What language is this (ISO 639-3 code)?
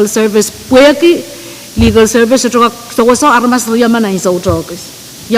pon